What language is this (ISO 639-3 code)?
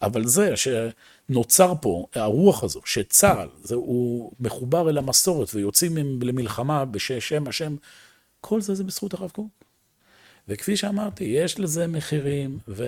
heb